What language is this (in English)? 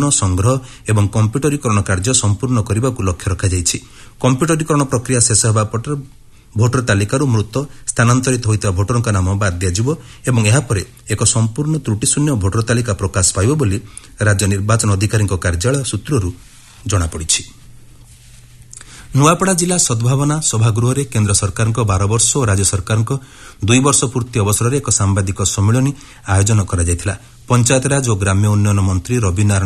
Odia